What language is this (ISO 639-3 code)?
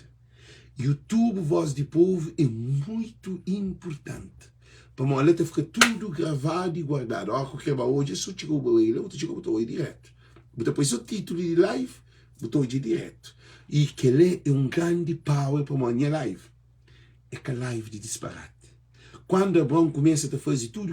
kea